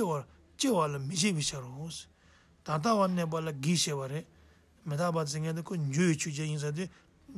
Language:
Tibetan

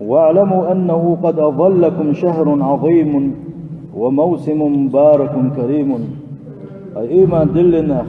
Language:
Chechen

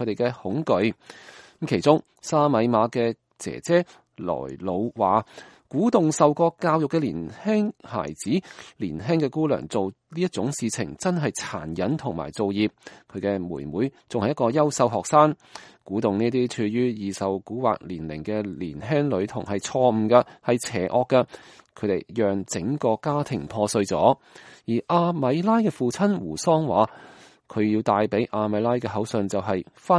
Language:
Cantonese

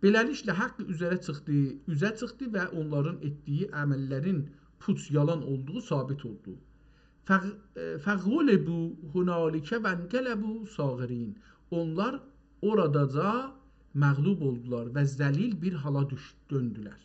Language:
South Azerbaijani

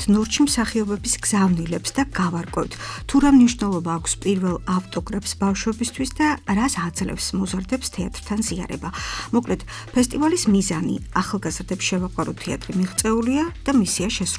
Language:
Georgian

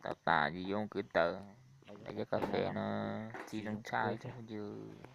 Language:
Hmong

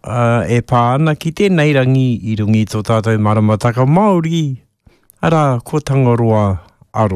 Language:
Māori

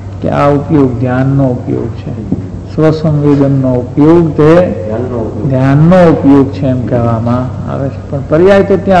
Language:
Gujarati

